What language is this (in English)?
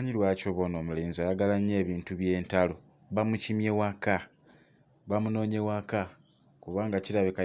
Ganda